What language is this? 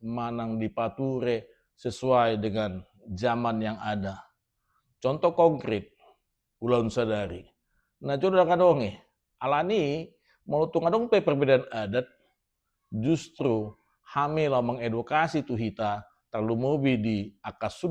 Batak Toba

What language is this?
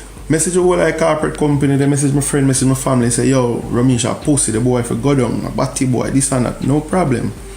Jamaican Creole English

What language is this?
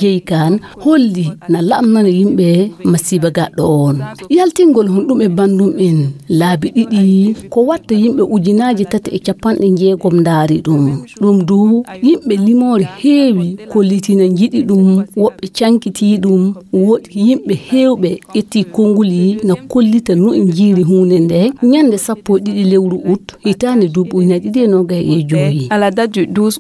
Fula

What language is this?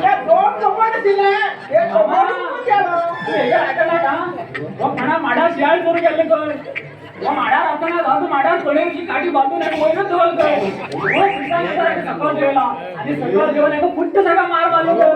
Konkani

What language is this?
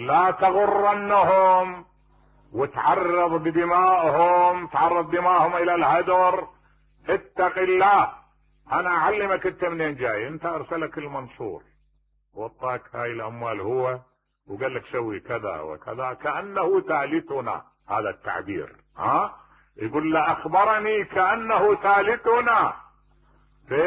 Mesopotamian Arabic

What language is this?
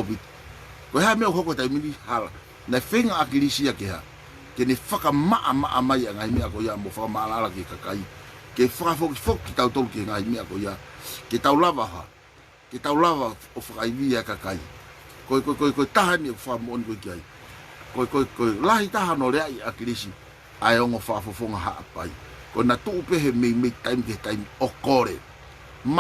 Tongan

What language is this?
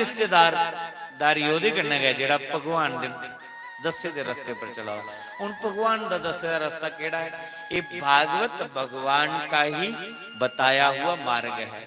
Dogri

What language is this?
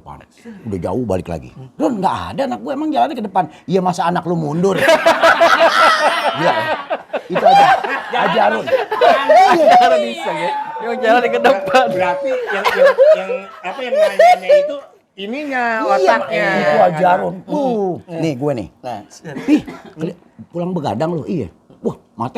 Betawi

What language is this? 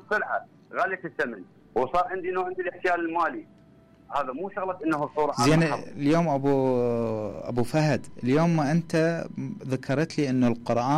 Mesopotamian Arabic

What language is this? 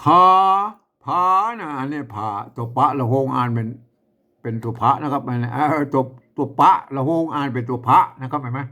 Northern Thai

